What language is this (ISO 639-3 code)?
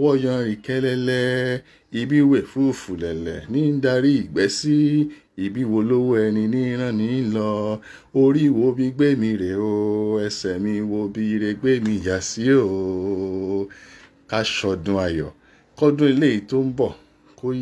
yor